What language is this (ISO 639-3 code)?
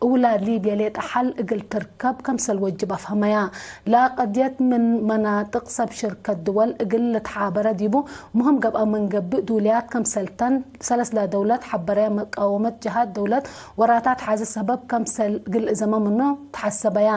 tig